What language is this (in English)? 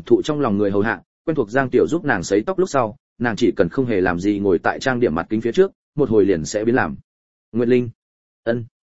Vietnamese